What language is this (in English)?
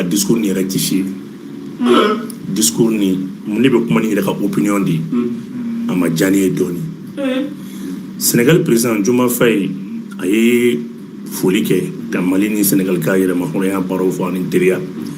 Bambara